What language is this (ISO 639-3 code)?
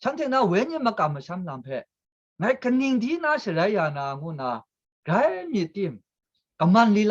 kac